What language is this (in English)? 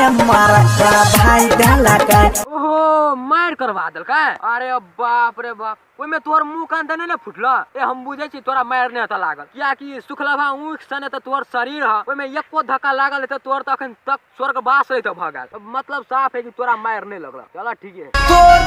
Maithili